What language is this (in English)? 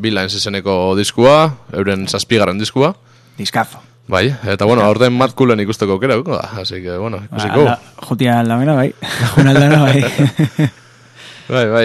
Basque